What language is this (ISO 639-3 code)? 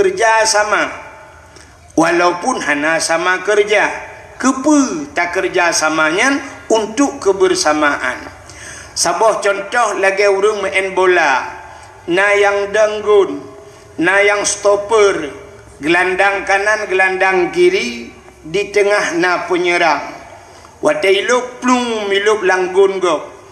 ace